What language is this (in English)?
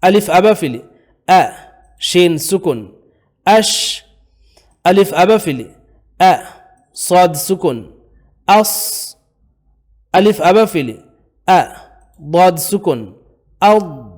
Divehi